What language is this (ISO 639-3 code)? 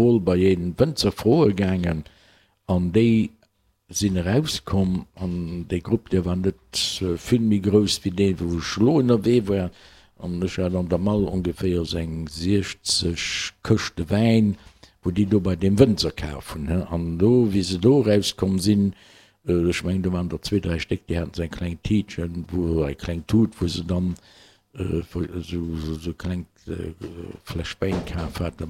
ltz